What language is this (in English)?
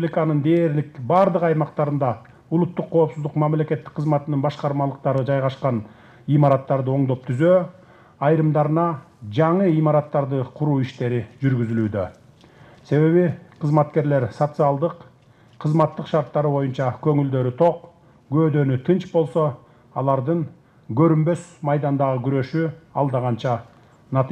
Kyrgyz